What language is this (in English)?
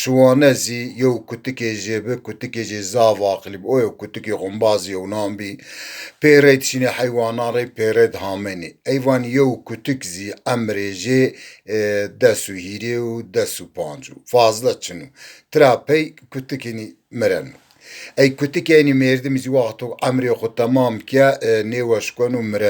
Zaza